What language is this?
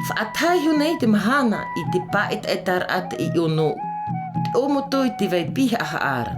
Tahitian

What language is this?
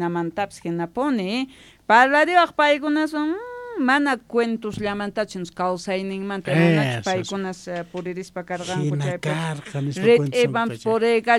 Quechua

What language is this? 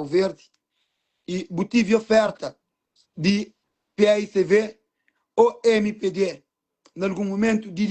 Kabuverdianu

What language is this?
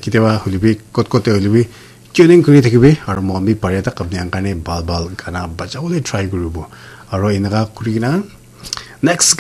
Naga Pidgin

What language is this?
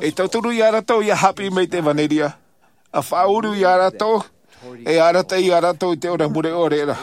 Tahitian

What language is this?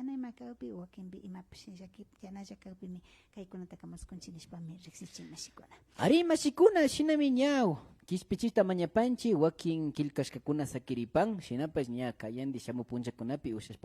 Imbabura Highland Quichua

